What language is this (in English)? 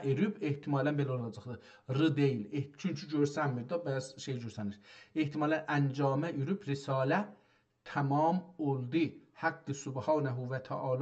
South Azerbaijani